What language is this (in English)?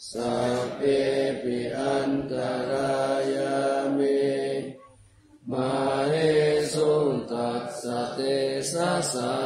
Pali